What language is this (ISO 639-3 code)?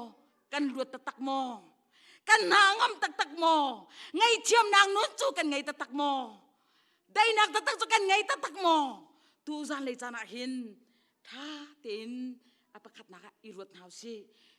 cnh